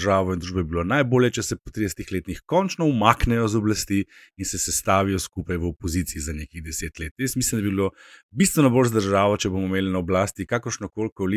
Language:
Slovenian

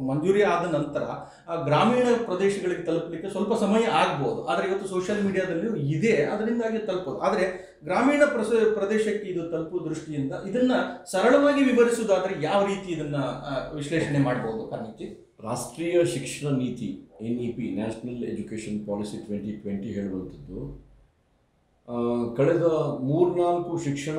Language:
Kannada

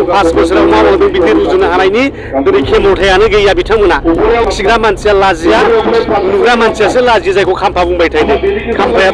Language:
Bodo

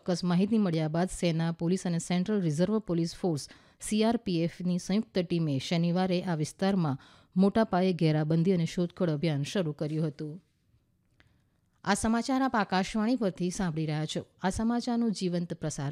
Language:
Gujarati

